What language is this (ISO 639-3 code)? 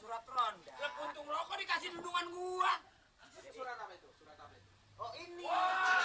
bew